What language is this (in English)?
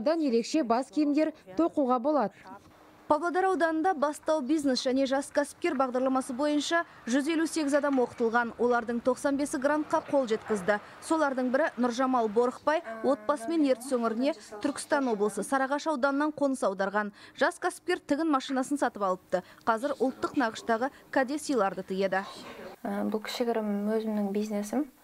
Kazakh